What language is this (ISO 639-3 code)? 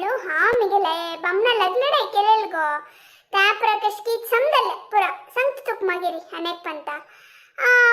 kok